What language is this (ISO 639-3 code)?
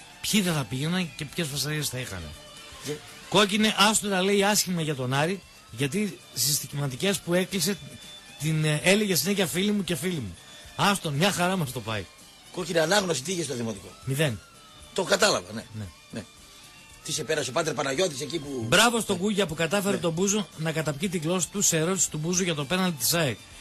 ell